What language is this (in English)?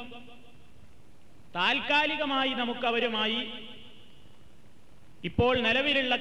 Malayalam